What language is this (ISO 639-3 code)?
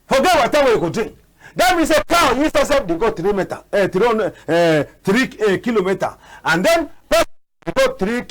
wes